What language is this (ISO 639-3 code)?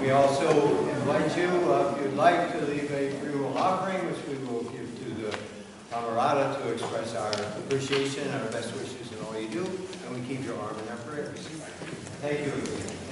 eng